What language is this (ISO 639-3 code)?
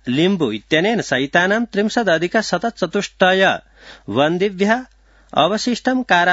san